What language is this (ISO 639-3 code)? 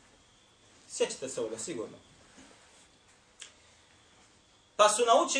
bos